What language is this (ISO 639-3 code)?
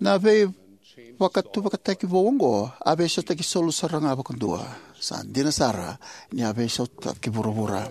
fij